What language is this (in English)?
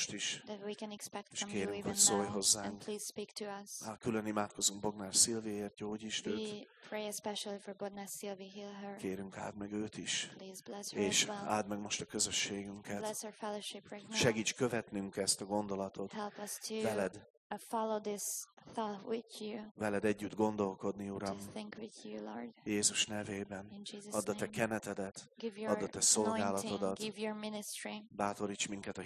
Hungarian